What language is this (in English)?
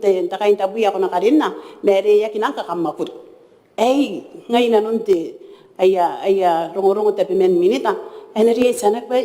Gilbertese